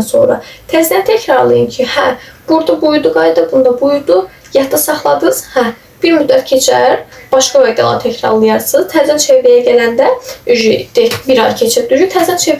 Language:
Azerbaijani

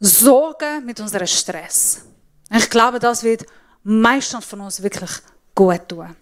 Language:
Swiss German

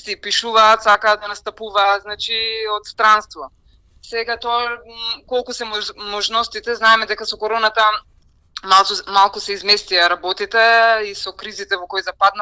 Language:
Macedonian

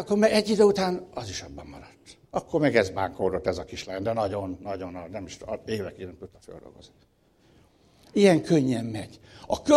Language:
Hungarian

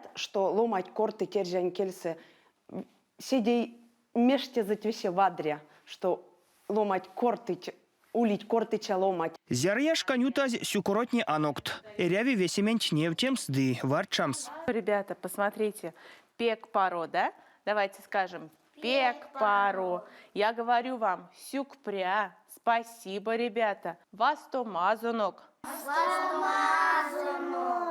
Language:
Erzya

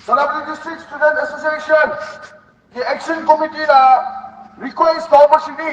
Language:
Manipuri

